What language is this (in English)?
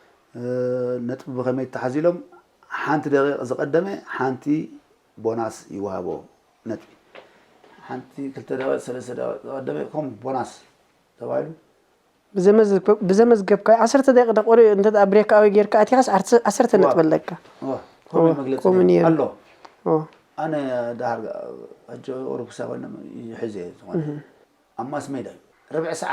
Tigrinya